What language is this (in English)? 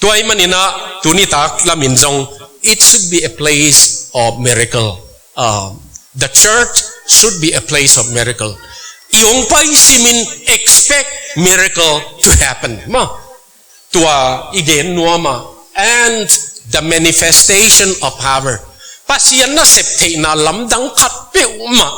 Tedim Chin